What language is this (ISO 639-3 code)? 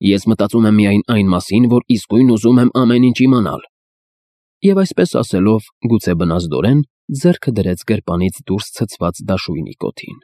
hye